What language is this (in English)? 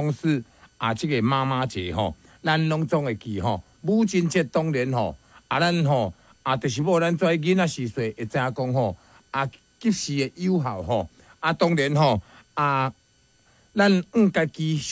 Min Nan Chinese